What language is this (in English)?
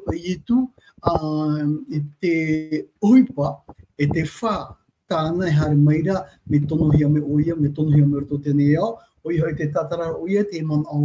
Tahitian